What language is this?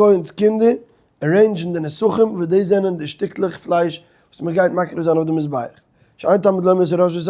Yiddish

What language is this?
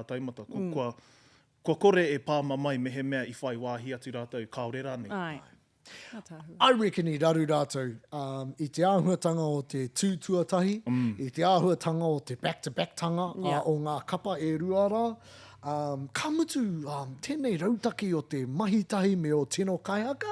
Māori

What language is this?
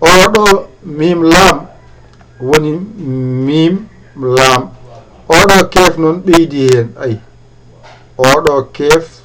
Fula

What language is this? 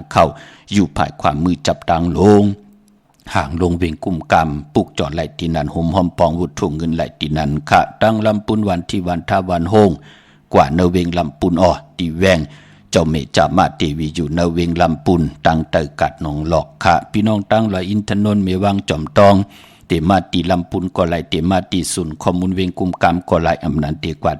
Shan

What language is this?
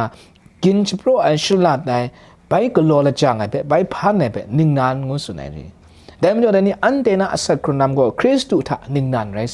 Kachin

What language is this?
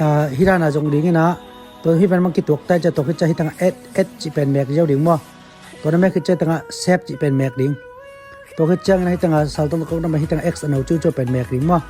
Tedim Chin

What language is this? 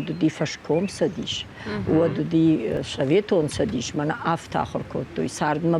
Ossetic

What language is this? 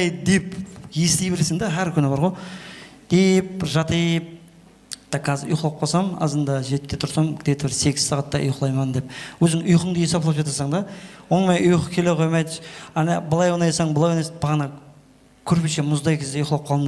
Kara-Kalpak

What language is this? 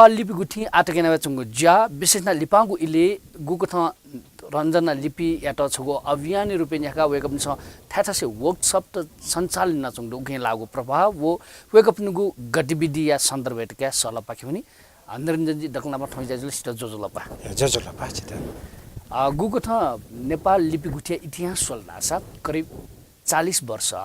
Newari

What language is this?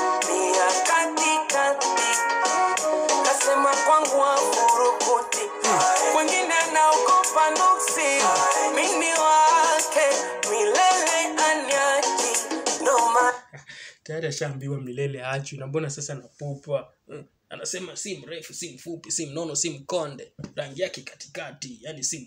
Swahili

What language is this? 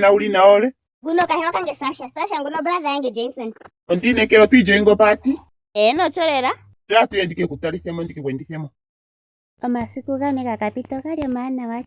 Ndonga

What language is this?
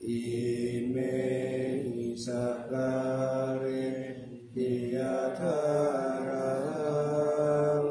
Pali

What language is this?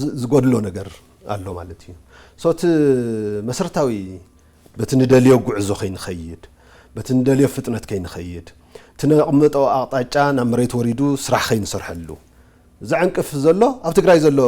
Tigrinya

